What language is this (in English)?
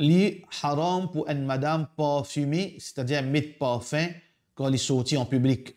Morisyen